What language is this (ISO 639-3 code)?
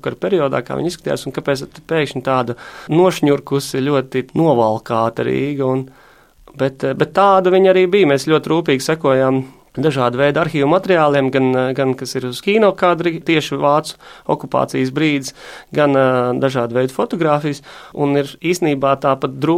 lav